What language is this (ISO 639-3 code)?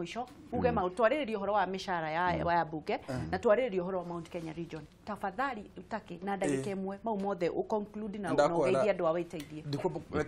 kik